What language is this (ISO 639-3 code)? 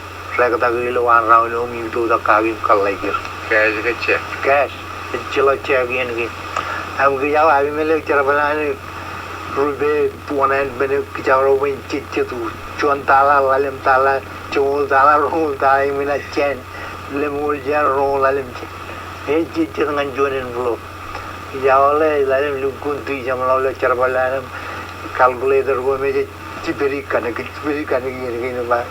mah